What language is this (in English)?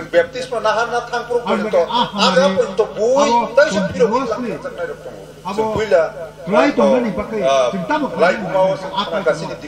Kok Borok